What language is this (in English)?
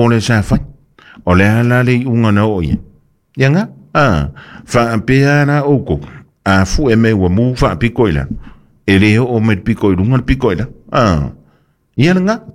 Samoan